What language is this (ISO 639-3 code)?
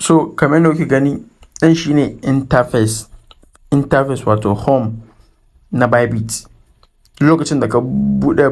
hau